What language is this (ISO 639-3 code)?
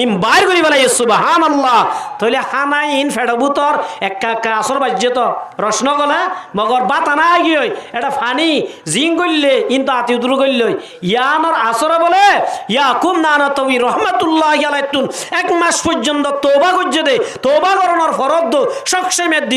rhg